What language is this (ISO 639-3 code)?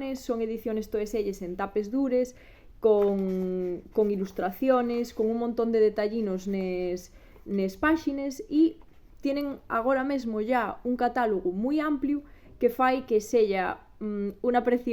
ast